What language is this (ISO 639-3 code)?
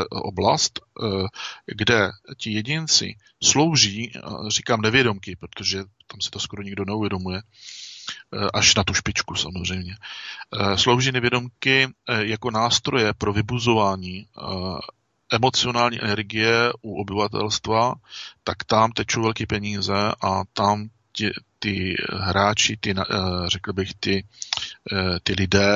ces